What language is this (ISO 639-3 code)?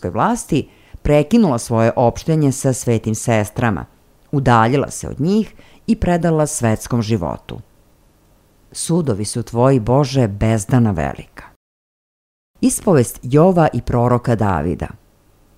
srp